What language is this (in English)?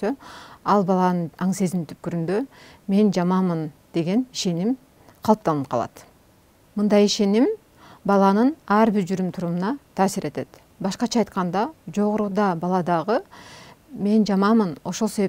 Kyrgyz